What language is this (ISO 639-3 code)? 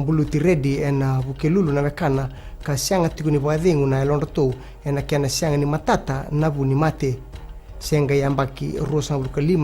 fij